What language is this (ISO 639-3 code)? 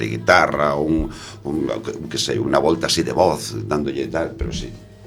glg